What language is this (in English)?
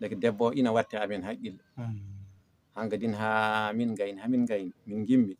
Fula